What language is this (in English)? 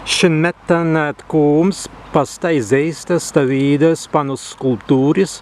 Prussian